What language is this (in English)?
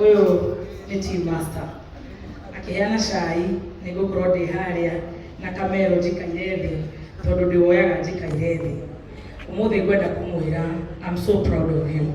Kikuyu